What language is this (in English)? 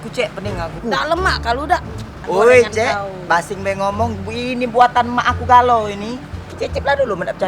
Musi